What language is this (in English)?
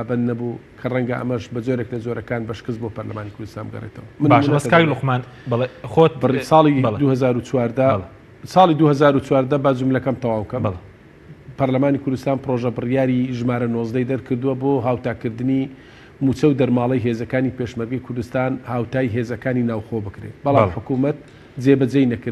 Central Kurdish